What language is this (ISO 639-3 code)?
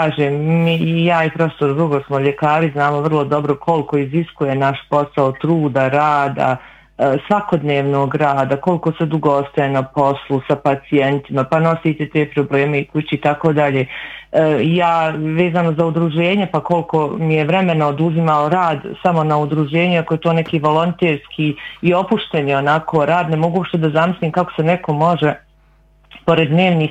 bos